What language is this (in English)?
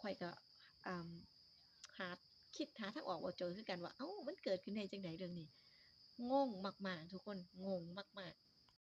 Northeastern Thai